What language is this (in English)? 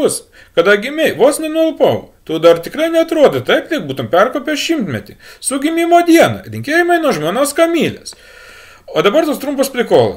Lithuanian